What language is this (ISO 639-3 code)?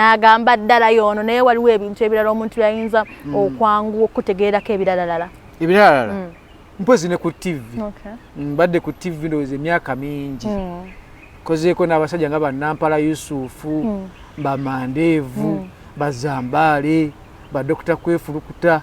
lug